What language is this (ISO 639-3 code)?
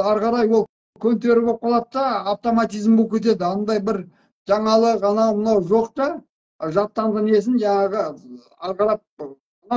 kaz